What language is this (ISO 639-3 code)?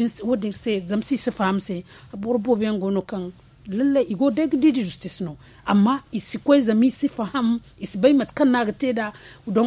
dje